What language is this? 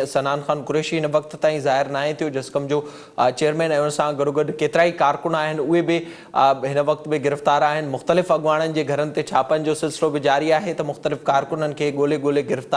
Sindhi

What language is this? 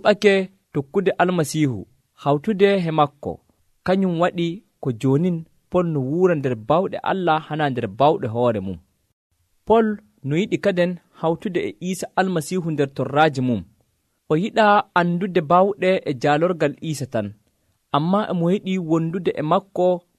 Nigerian Fulfulde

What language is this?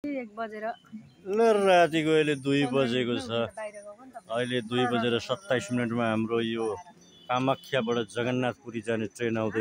Nepali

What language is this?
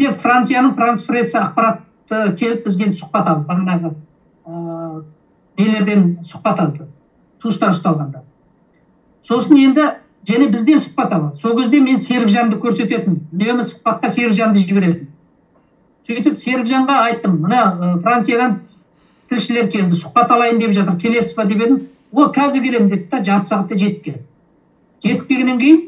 Kazakh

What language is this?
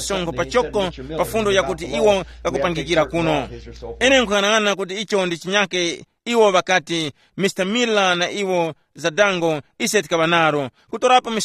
Tumbuka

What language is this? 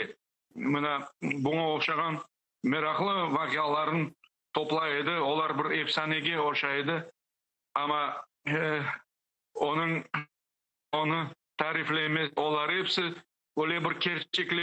Crimean Tatar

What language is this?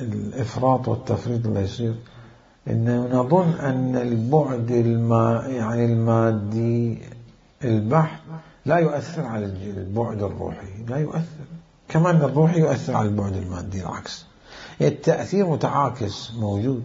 Mesopotamian Arabic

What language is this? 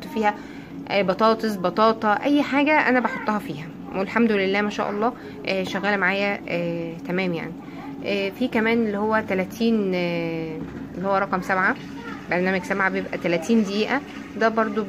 Egyptian Arabic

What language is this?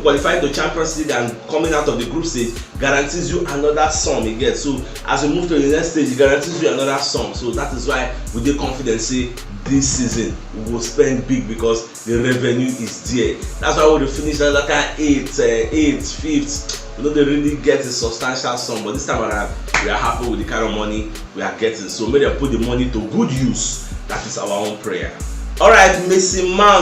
Nigerian Pidgin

